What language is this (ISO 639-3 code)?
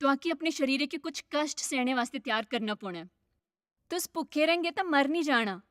doi